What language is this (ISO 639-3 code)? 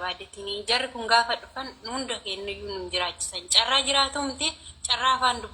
orm